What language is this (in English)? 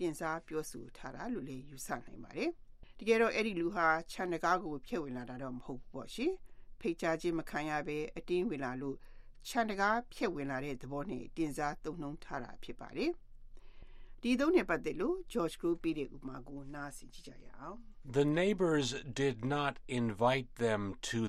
Burmese